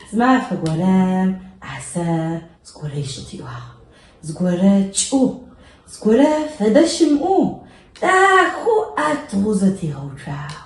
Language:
Adyghe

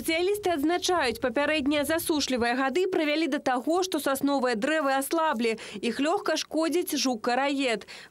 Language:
Belarusian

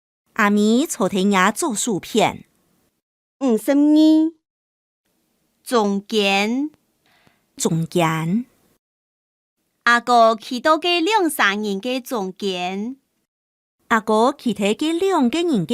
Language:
Hakka Chinese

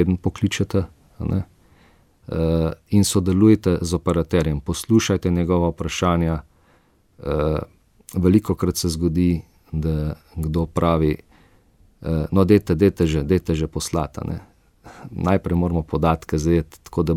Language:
Slovenian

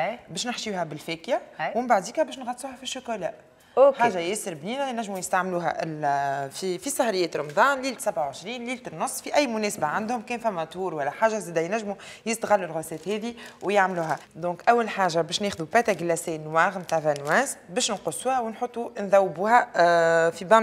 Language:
Tunisian Arabic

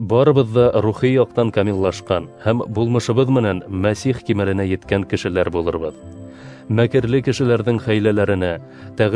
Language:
Bashkir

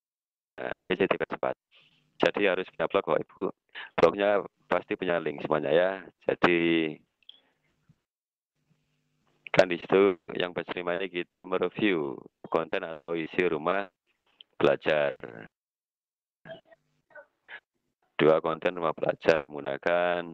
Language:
Indonesian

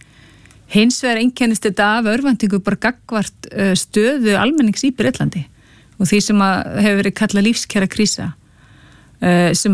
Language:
Icelandic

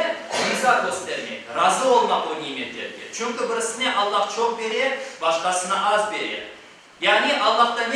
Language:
Crimean Tatar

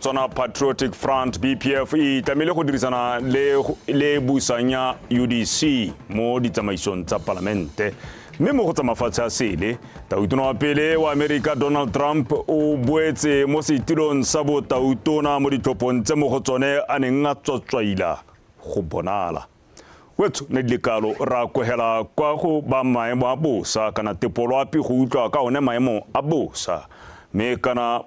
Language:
Tswana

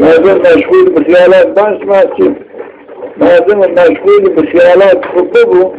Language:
Zaza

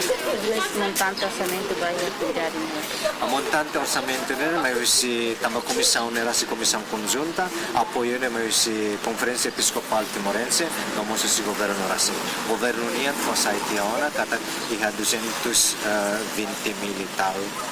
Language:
Tetum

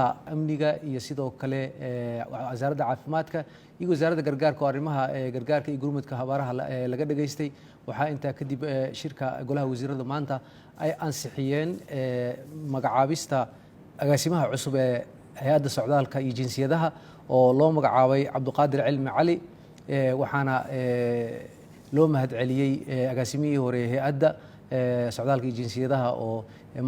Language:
Somali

